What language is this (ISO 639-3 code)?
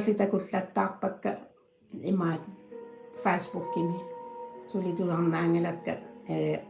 kal